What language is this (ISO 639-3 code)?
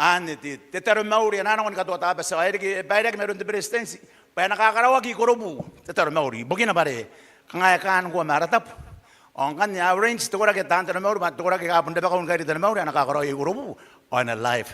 gil